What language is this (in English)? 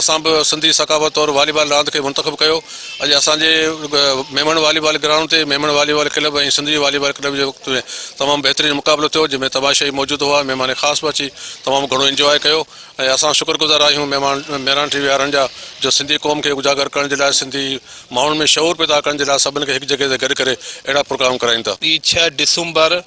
Sindhi